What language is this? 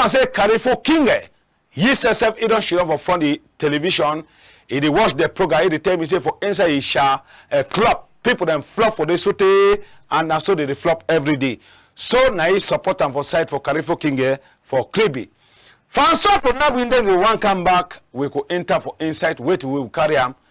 Cameroon Pidgin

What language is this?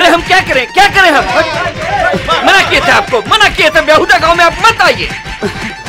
Bhojpuri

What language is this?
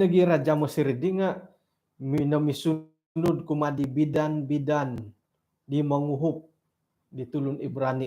Central Dusun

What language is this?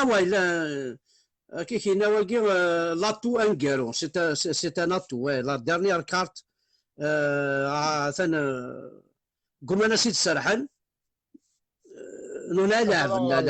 Kabyle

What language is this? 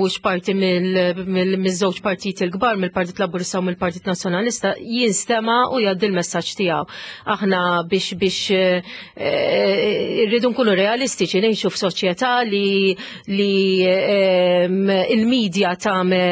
Maltese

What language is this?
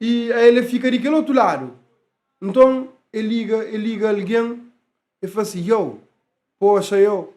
Kabuverdianu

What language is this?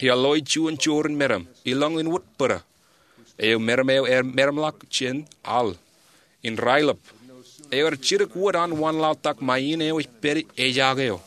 Marshallese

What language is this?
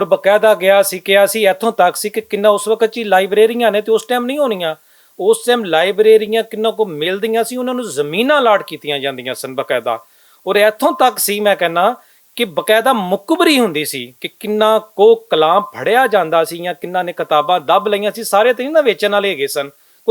Western Panjabi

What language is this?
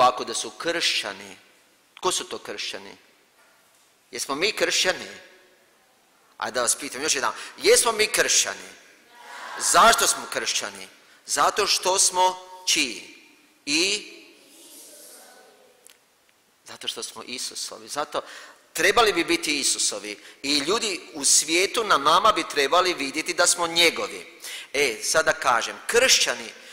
Croatian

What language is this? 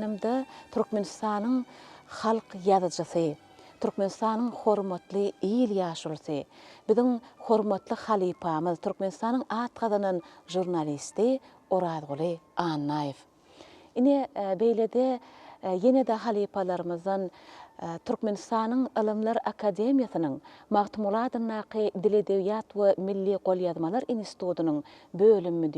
Turkmen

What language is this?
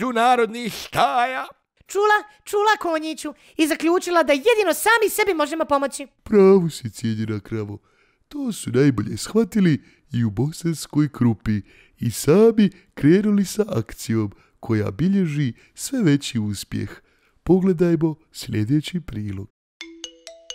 Bosnian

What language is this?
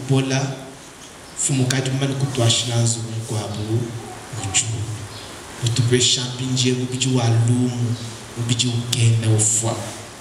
Luba-Lulua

